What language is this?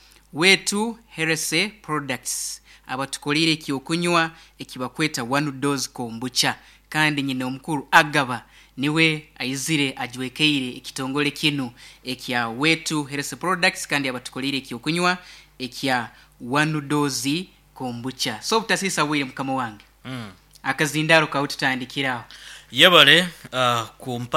Nyankole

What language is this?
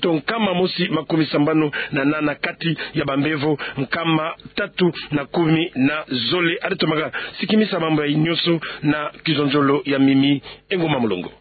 Kituba (Democratic Republic of Congo)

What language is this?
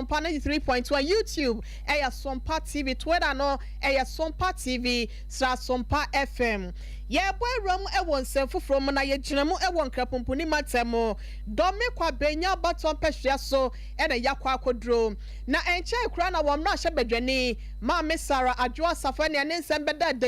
Akan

